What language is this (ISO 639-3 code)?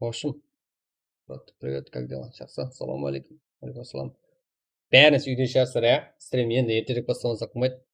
kaa